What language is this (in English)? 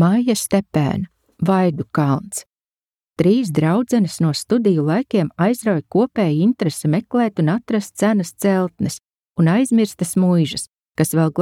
Latvian